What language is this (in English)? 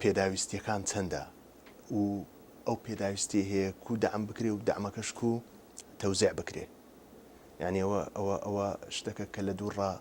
Central Kurdish